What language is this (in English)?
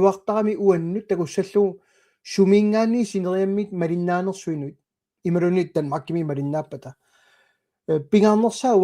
Kalaallisut